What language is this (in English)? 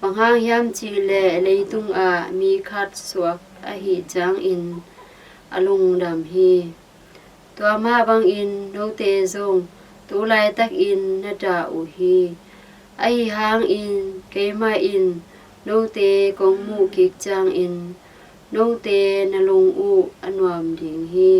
Tedim Chin